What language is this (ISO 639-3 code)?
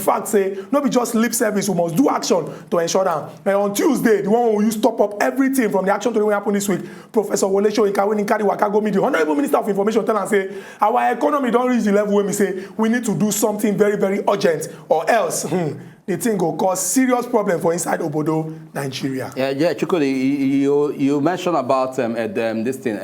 pcm